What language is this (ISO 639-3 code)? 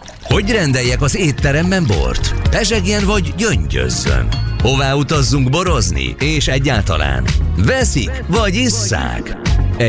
hun